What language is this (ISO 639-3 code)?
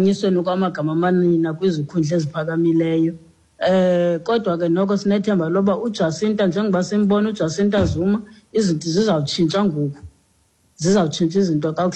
xho